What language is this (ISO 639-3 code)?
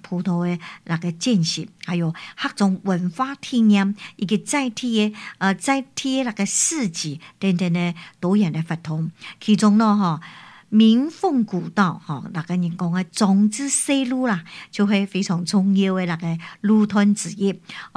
nan